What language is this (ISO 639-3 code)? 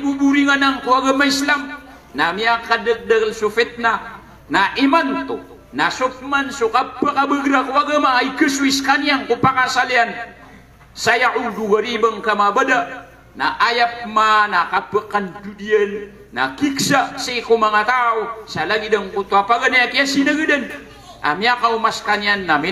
mrw